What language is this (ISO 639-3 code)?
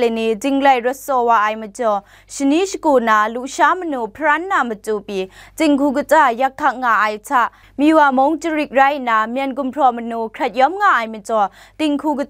kac